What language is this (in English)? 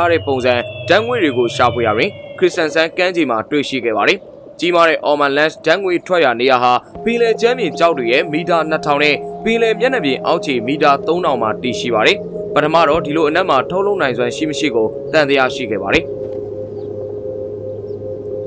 Burmese